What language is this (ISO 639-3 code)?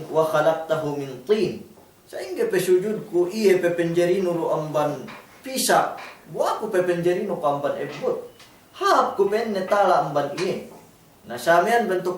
yka